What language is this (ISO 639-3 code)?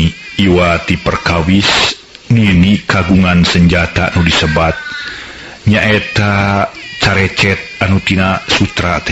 sun